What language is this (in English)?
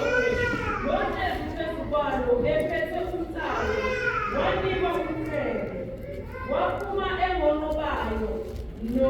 Zulu